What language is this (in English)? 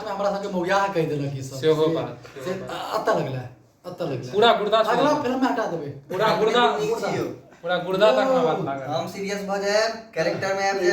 Maithili